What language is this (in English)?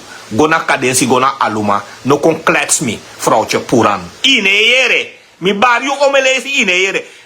Sranan Tongo